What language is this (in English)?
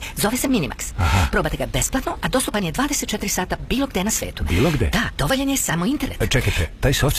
Serbian